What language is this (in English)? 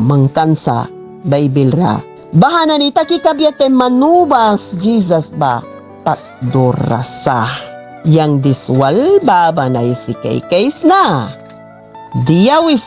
Mískito